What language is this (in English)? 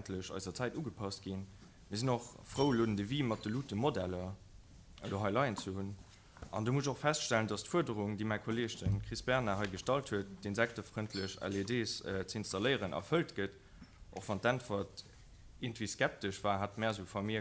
Luxembourgish